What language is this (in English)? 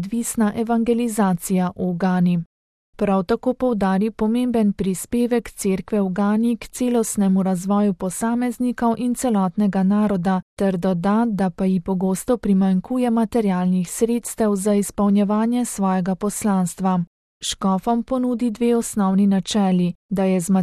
Slovenian